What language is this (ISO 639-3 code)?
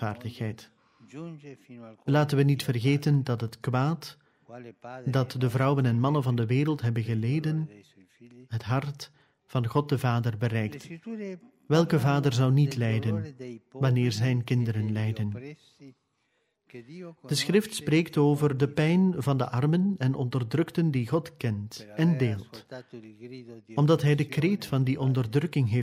nld